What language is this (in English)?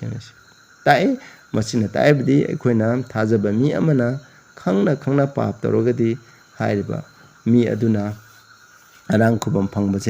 Manipuri